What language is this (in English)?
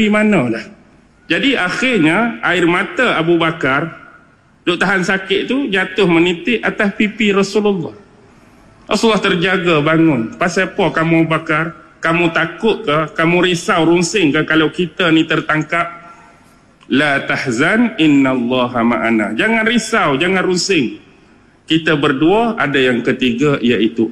Malay